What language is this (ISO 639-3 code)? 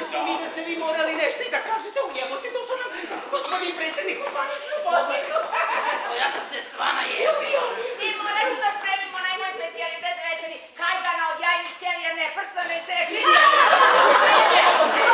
srp